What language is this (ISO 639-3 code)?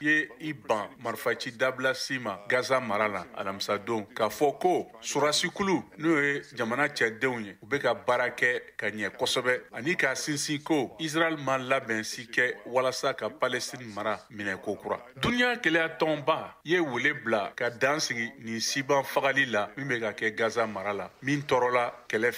bam